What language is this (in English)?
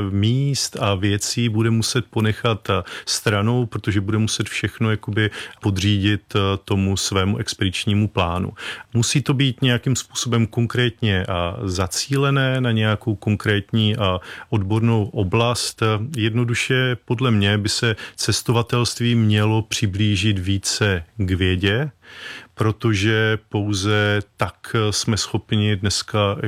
Czech